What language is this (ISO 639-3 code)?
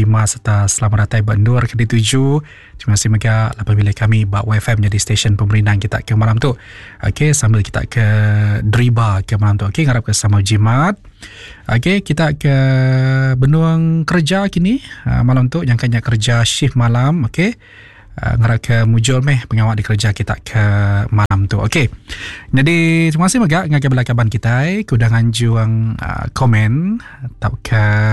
iba